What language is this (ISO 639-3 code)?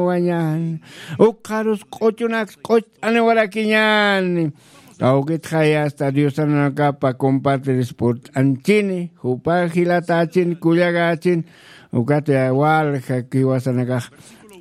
aym